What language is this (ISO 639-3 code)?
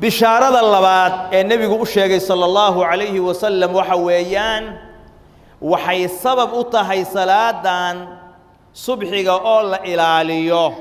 som